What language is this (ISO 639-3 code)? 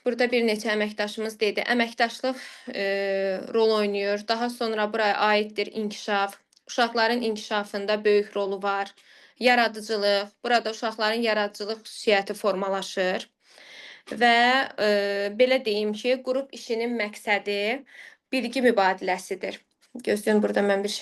aze